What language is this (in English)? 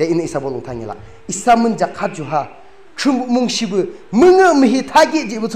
Yimchungru Naga